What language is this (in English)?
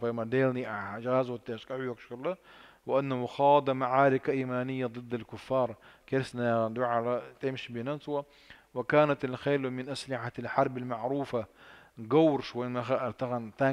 Chechen